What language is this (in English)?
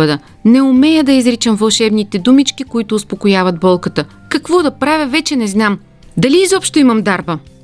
Bulgarian